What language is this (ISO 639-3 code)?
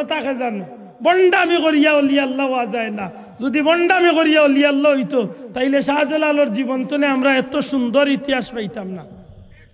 syl